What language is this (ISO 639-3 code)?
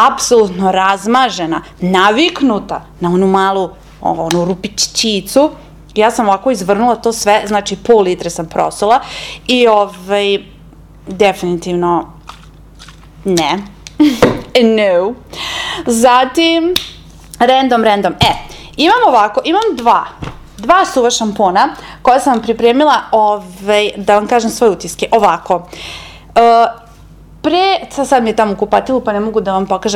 srp